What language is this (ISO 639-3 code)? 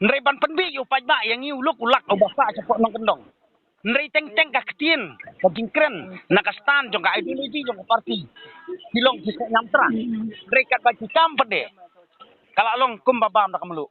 kha